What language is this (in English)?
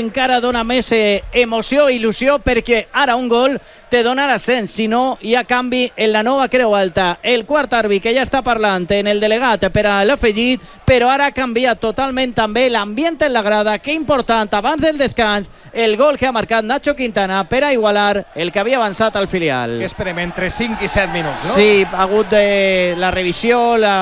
Catalan